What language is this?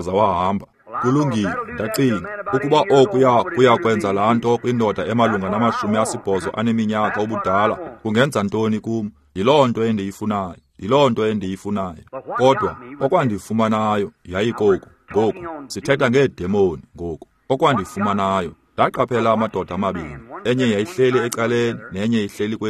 Xhosa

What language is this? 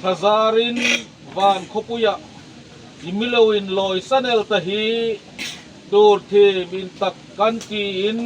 Hmar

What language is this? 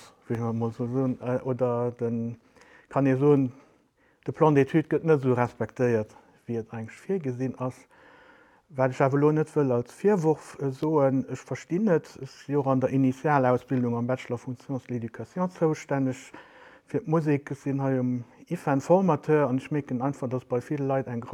Luxembourgish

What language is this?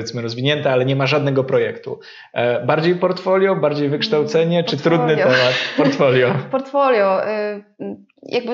Polish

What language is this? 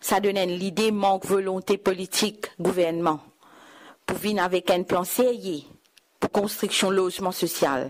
Morisyen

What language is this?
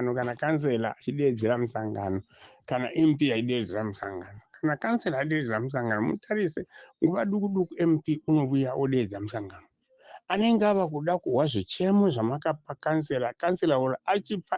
Shona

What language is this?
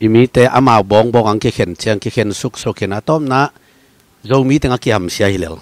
Tedim Chin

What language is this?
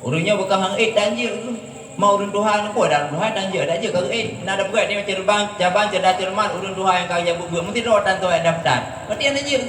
Achinese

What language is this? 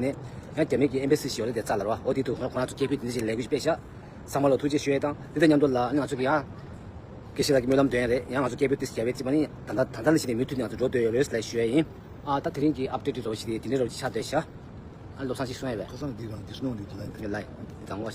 Tibetan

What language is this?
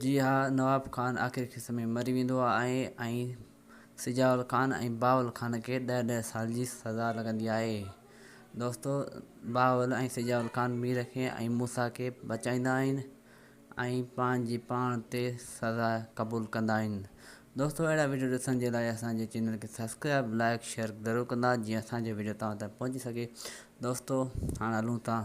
Sindhi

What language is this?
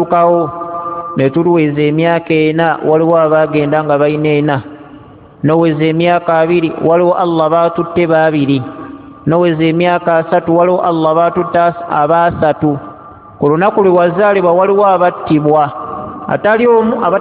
Ganda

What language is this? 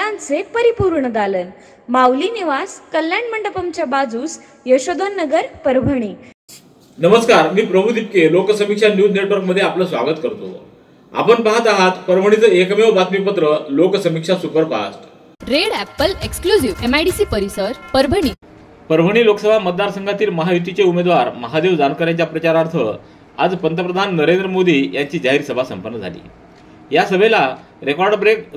Marathi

